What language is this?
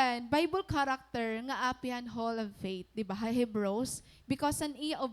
Waray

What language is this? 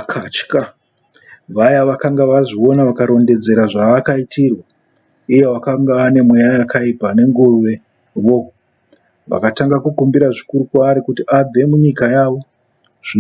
Shona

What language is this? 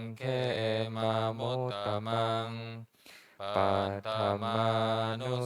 Pali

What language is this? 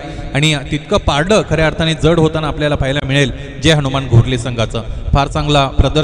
Marathi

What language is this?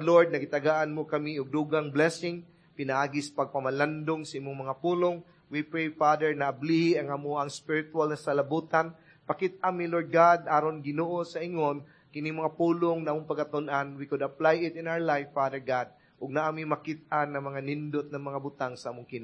Cebuano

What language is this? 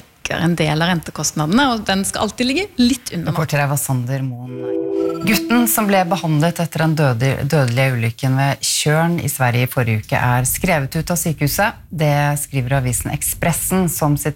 Norwegian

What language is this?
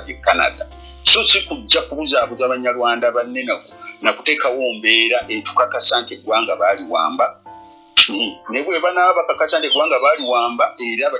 Ganda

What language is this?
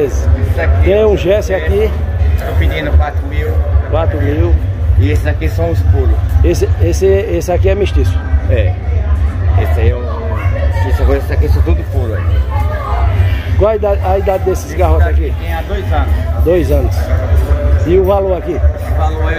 Portuguese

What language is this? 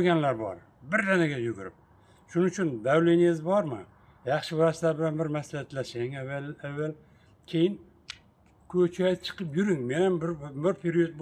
Uzbek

